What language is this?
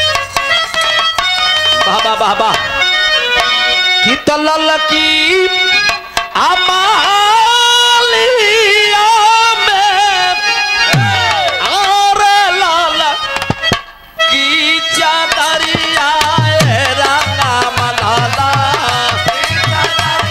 Bhojpuri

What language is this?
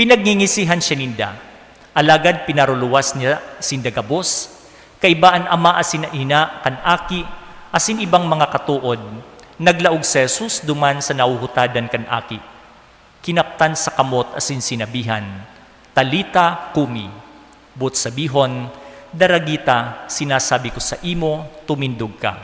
Bikol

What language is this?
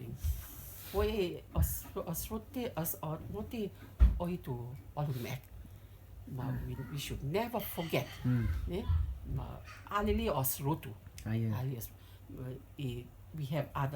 Rotuman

